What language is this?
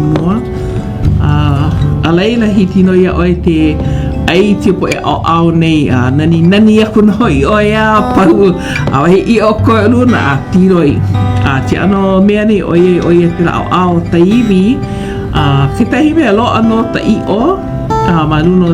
Hawaiian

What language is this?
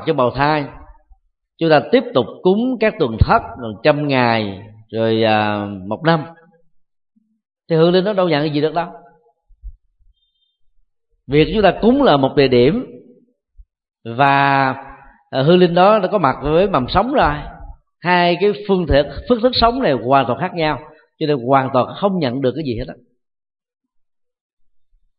Vietnamese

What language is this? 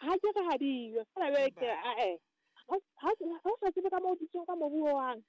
Southern Sotho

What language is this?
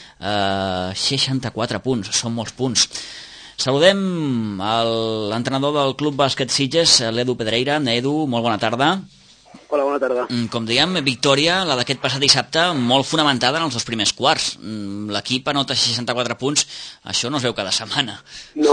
Catalan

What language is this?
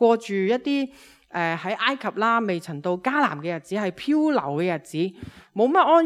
Cantonese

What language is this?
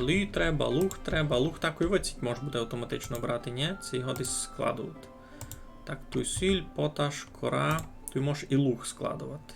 Rusyn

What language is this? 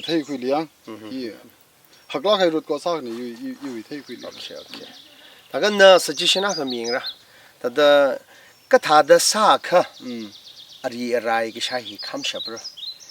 Tangkhul Naga (India)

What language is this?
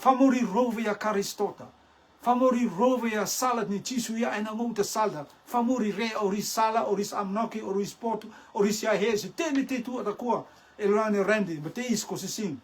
Rotuman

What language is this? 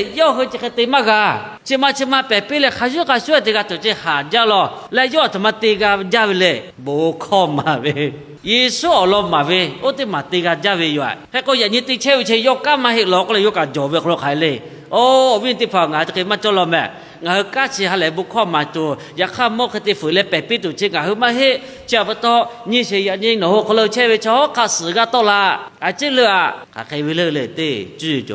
Lahu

